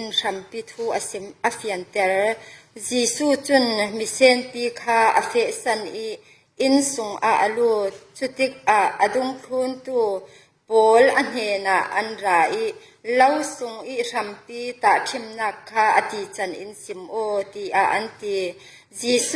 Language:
Falam Chin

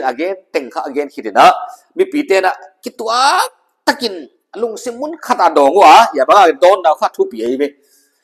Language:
Paite Chin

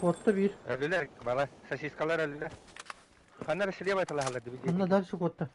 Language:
Yakut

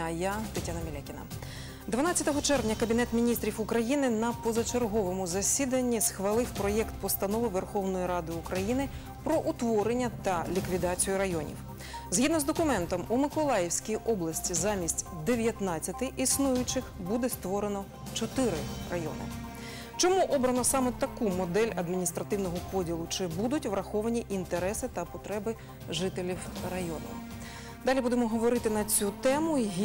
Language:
Ukrainian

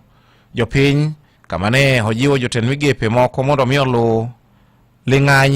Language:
Luo (Kenya and Tanzania)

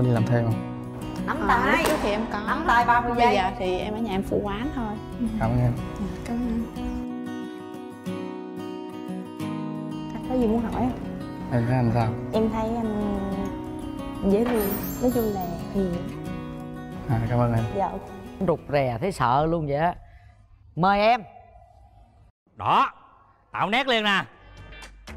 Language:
Vietnamese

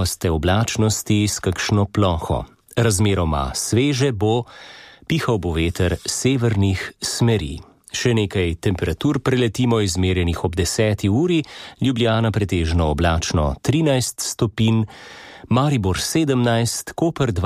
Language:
Slovenian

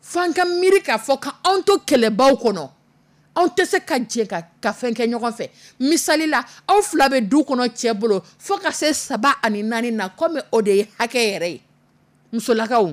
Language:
Dyula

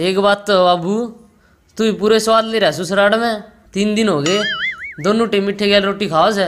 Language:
Haryanvi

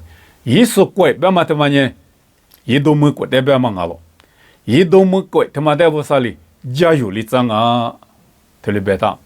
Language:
Lisu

